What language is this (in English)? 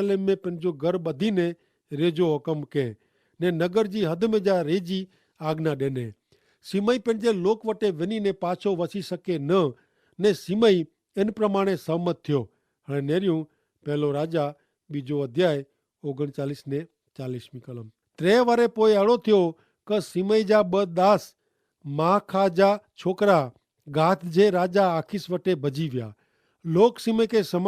Kachhi